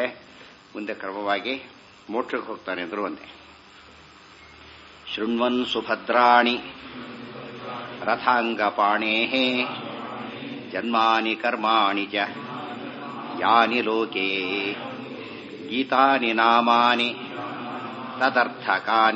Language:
Kannada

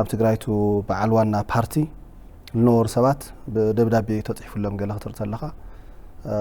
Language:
Tigrinya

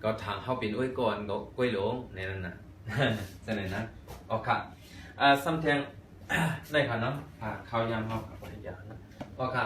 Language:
Shan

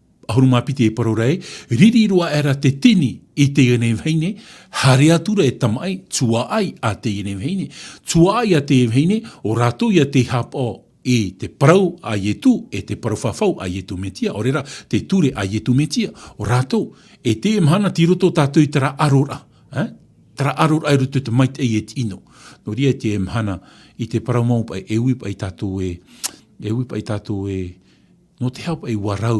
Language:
Tahitian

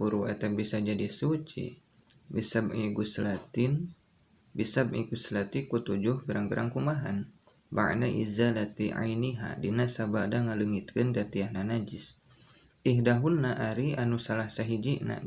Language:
Sundanese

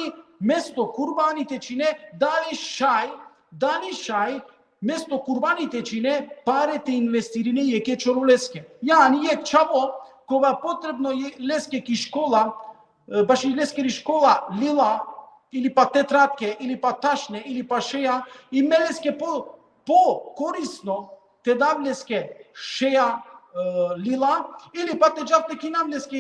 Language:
Balkan Romani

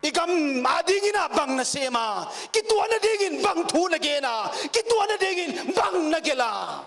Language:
Paite Chin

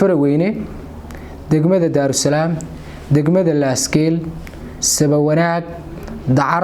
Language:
Somali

